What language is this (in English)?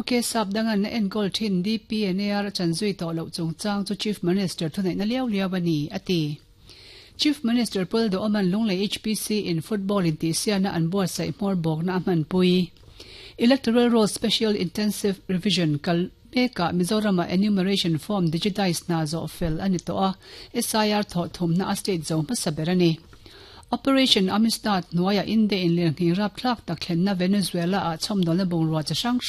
Mizo